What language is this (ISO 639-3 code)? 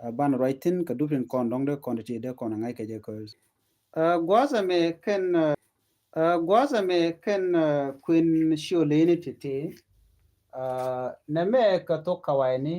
nus